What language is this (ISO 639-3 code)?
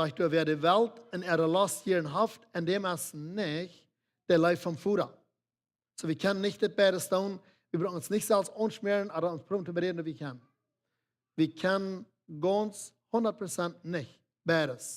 pdt